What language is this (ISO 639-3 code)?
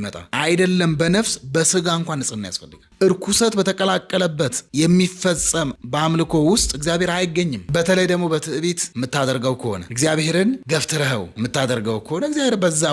amh